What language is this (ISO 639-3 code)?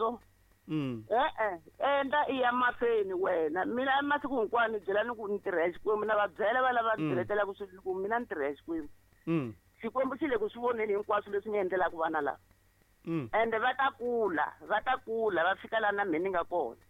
tso